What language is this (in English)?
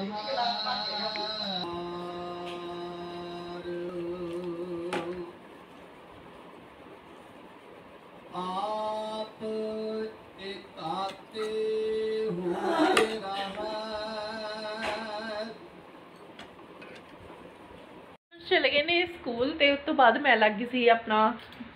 Punjabi